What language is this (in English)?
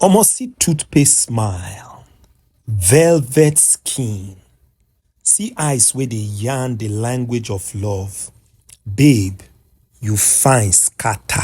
Nigerian Pidgin